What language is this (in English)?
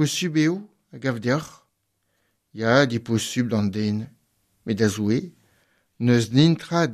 Breton